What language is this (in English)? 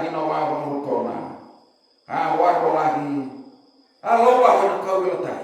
Fijian